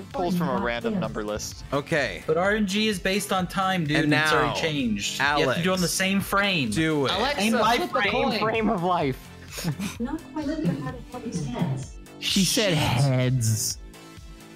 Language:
English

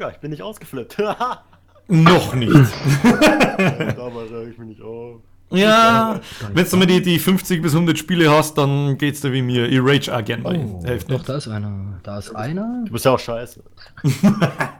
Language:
Bavarian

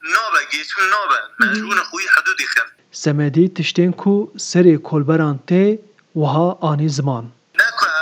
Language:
Kurdish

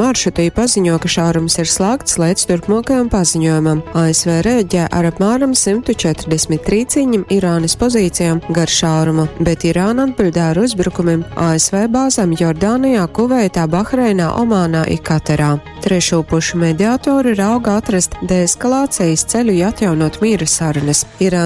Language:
Latgalian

